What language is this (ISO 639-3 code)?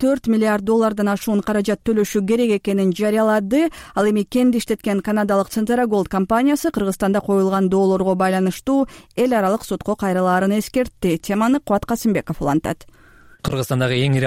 kir